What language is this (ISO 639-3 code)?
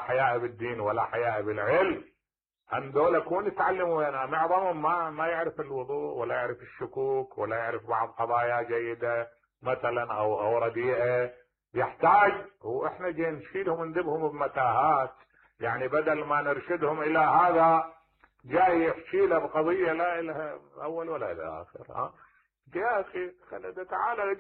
acm